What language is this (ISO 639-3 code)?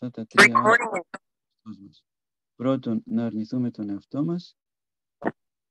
ell